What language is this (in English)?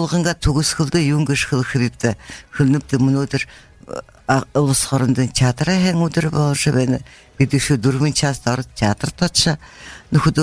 Buriat